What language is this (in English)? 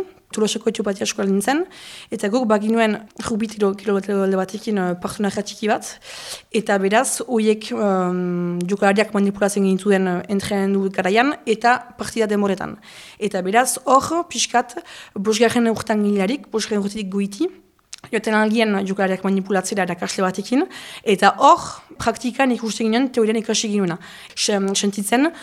Basque